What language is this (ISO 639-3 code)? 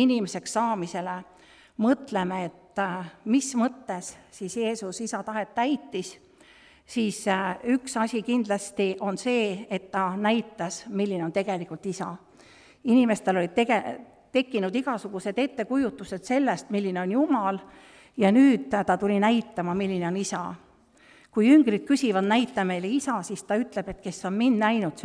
est